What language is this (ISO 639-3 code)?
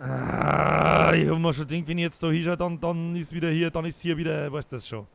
bar